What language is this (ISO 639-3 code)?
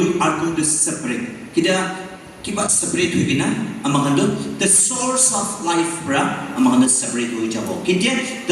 nag